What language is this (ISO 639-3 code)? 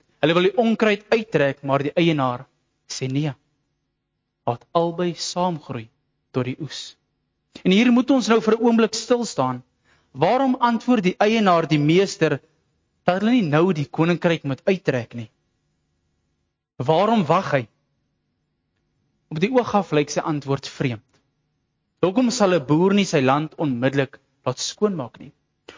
afr